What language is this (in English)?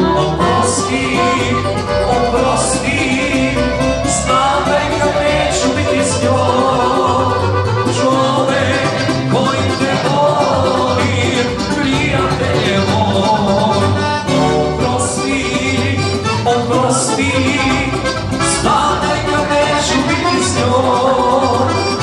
Serbian